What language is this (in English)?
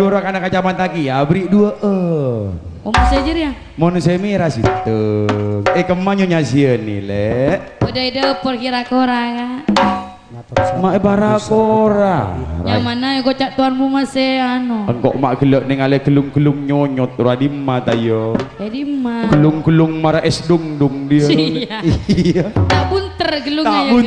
Madurese